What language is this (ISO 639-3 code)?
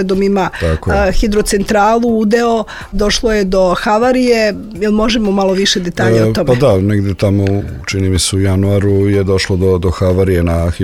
srp